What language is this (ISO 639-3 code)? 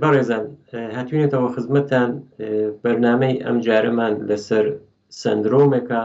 ckb